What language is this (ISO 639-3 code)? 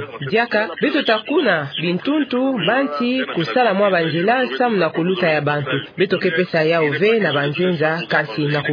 ktu